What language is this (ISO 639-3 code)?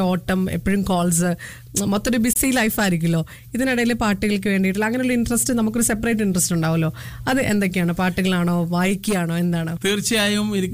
mal